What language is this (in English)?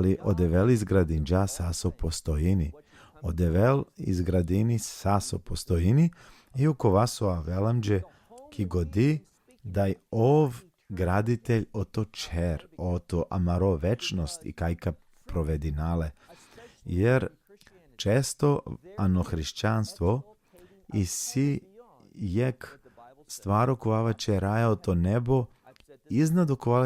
Balkan Romani